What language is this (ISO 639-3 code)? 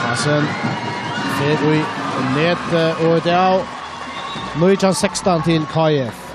fao